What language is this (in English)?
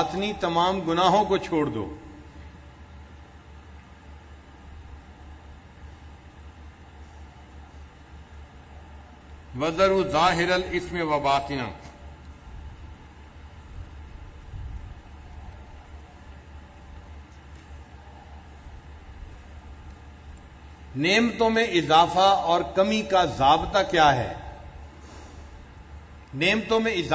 Urdu